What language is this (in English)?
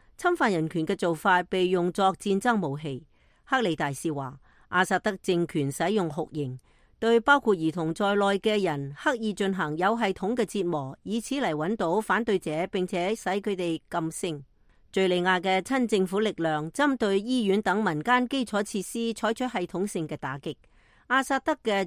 Cantonese